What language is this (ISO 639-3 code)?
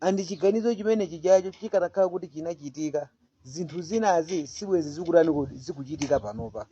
nya